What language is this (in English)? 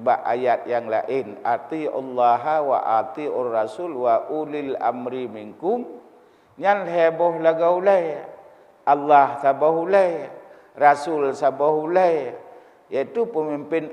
Achinese